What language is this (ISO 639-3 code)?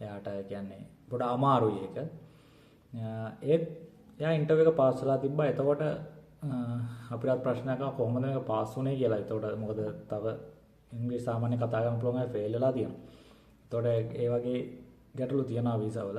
sin